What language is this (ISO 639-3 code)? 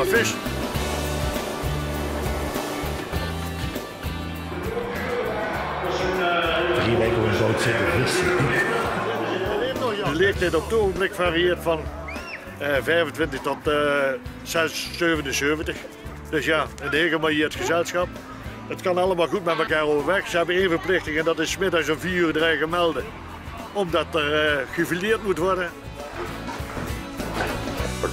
nld